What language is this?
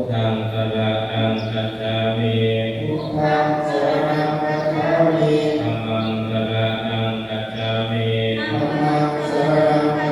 Pali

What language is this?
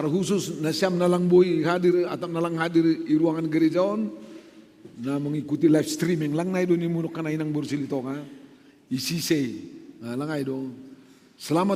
Batak Simalungun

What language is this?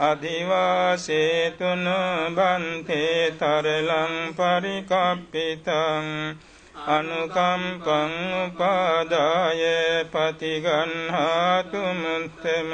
Pali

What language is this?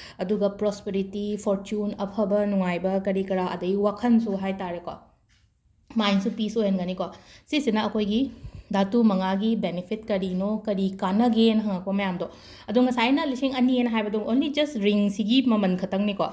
Manipuri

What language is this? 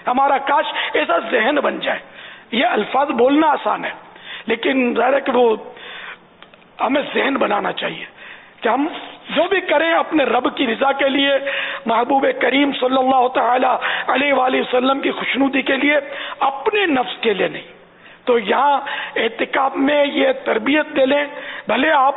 Urdu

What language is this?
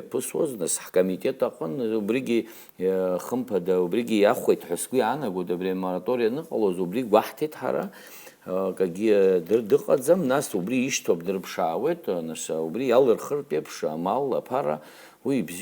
Abkhazian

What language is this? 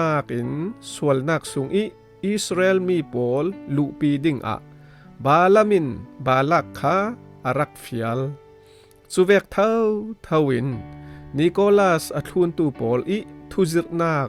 Falam Chin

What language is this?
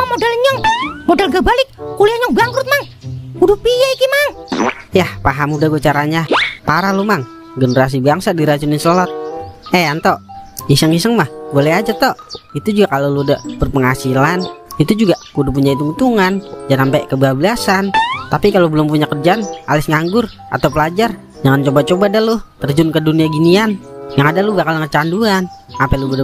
Betawi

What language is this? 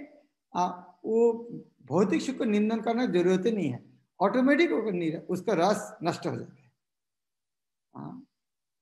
Hindi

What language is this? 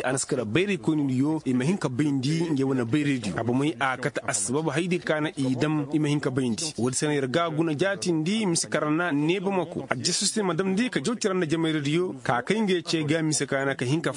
Koyraboro Senni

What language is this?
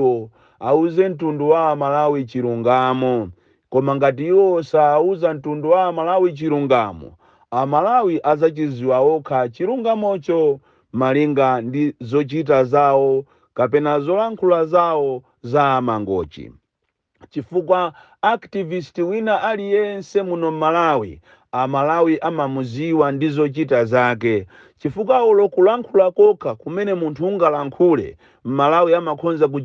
Nyanja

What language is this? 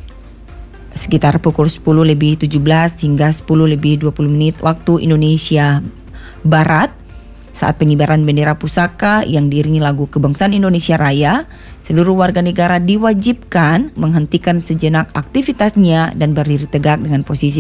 Indonesian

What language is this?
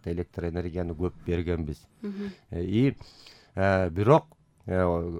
Kyrgyz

